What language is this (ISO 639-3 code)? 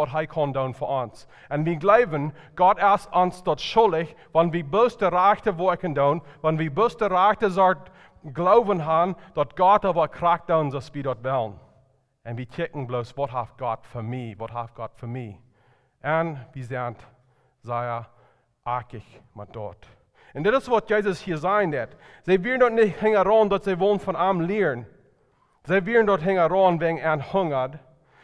pdt